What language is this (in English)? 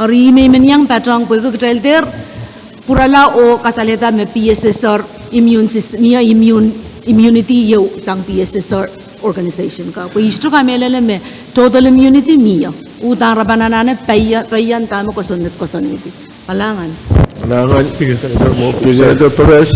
Pohnpeian